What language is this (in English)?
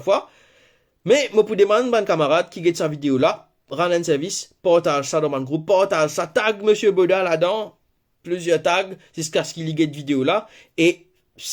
Morisyen